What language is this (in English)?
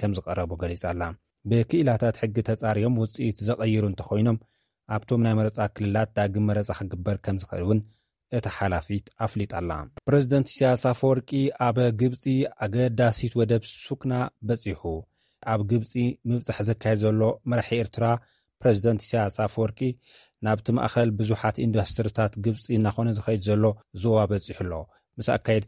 Tigrinya